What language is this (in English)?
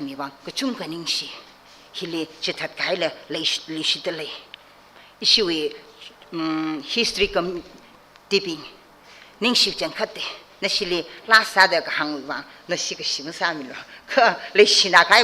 Tangkhul Naga (India)